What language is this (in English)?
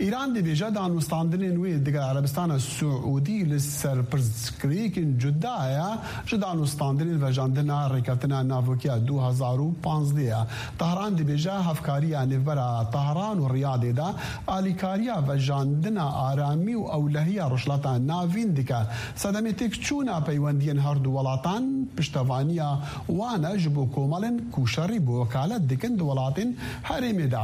Kurdish